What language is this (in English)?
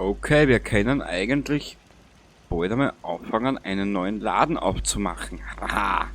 Bavarian